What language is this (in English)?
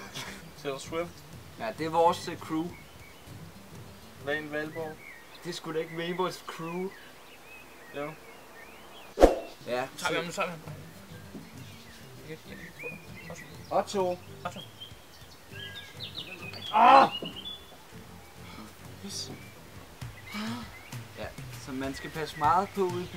Danish